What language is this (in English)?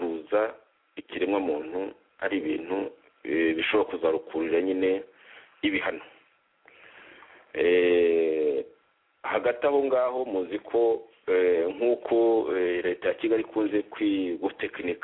Kinyarwanda